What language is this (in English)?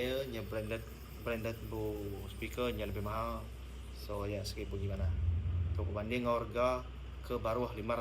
Iban